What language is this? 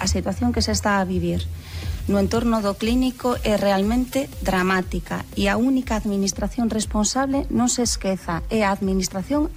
Galician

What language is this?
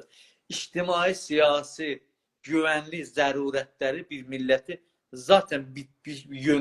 South Azerbaijani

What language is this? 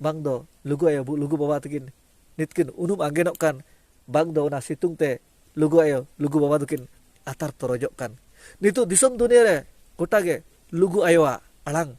Santali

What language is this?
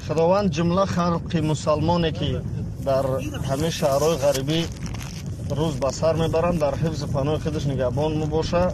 Tajik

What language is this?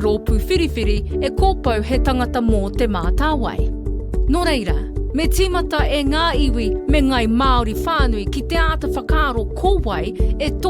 Māori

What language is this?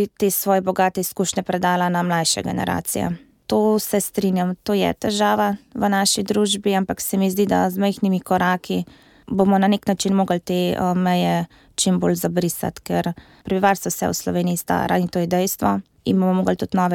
Slovenian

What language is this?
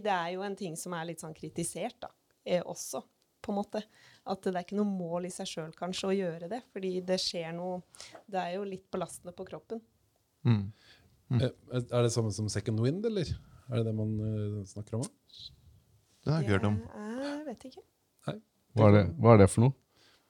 Norwegian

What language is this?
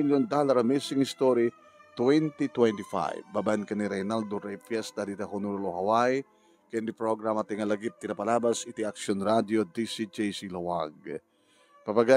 Iloko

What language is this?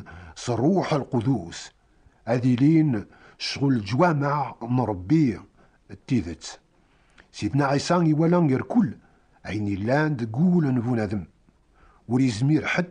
Kabyle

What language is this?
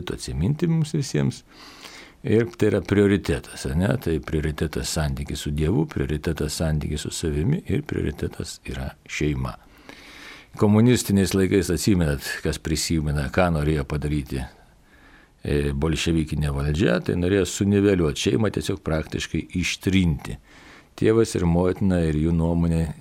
Lithuanian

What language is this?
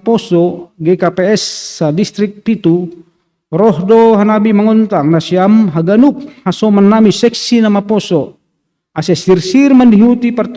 Batak Simalungun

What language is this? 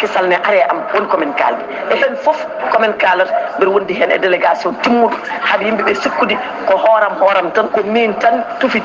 Fula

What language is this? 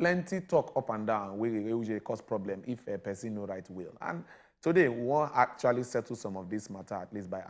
Nigerian Pidgin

